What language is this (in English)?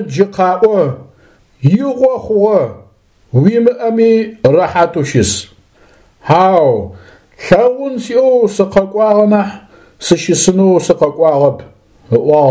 Adyghe